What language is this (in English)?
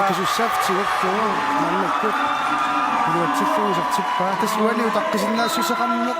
Kalaallisut